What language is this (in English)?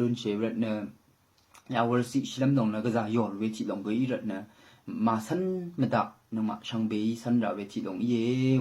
Rawang